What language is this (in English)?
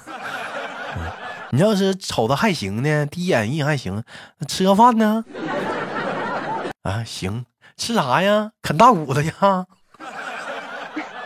Chinese